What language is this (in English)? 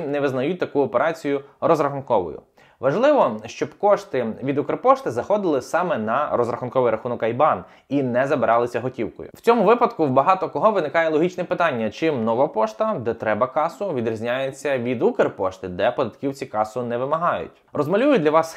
Ukrainian